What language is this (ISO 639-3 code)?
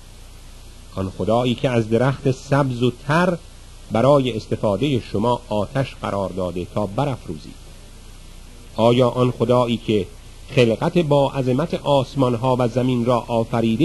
fas